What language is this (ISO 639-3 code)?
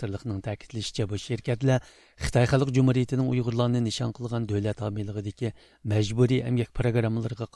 uig